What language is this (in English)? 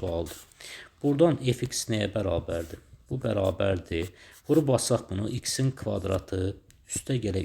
Azerbaijani